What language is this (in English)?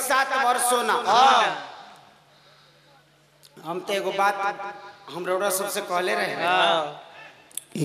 Bhojpuri